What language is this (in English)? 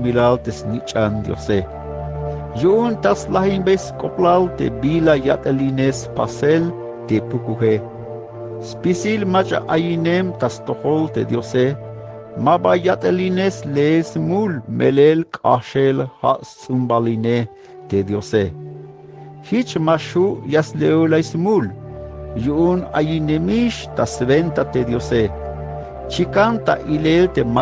Tzeltal